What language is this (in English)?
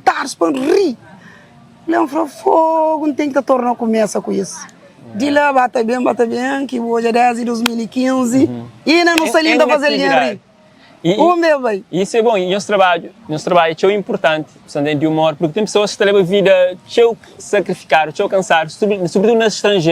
Kabuverdianu